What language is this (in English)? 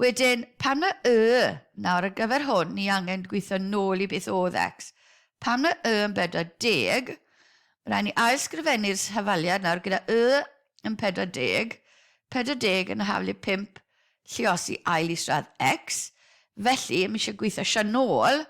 Welsh